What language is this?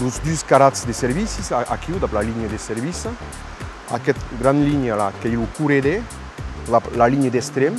Occitan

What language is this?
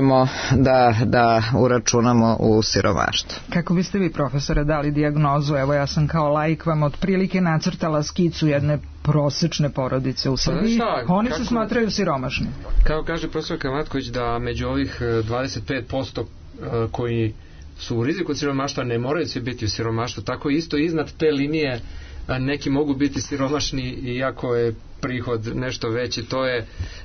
Serbian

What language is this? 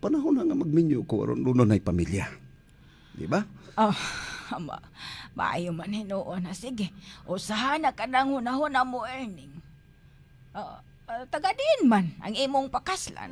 Cebuano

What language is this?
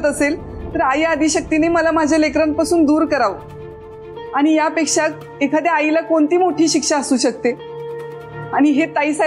Marathi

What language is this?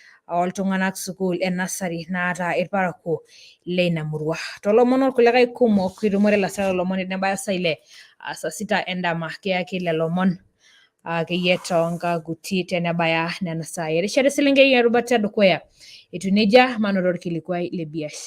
Masai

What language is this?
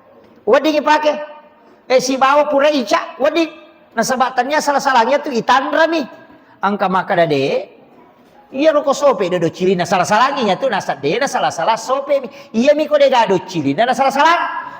Buginese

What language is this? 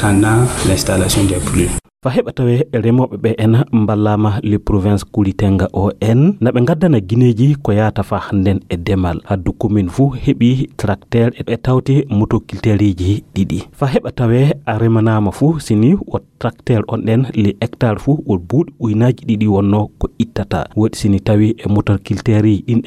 Fula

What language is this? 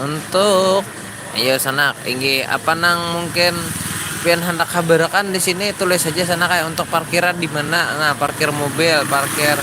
Banjar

